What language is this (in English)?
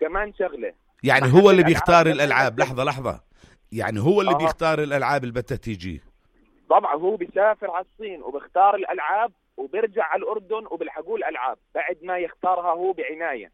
North Levantine Arabic